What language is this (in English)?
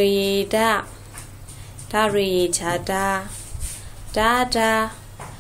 Burmese